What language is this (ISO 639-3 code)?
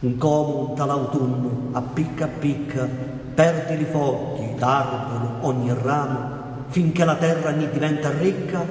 scn